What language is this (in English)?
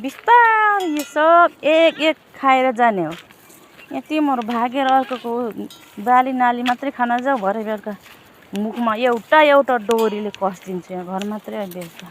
Nepali